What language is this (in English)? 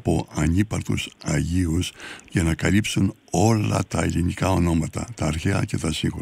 Greek